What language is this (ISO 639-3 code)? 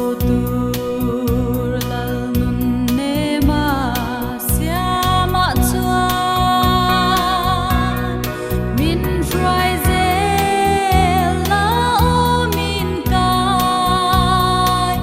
lus